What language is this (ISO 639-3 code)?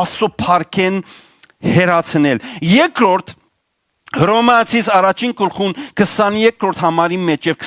hyw